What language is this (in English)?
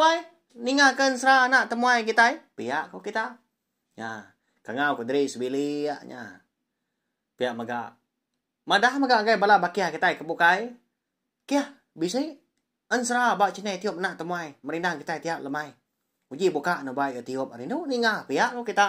Iban